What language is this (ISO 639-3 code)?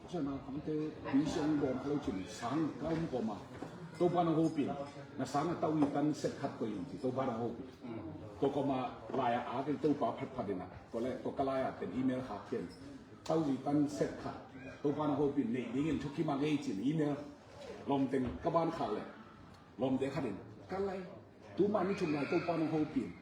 ctd